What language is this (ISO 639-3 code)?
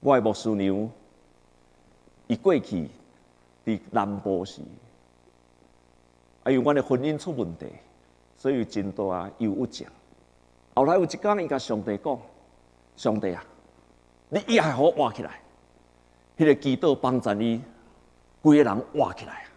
nan